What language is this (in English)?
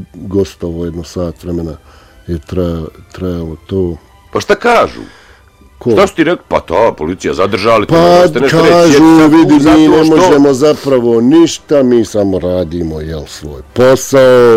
Bosnian